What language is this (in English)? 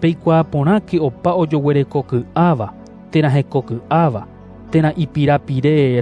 Guarani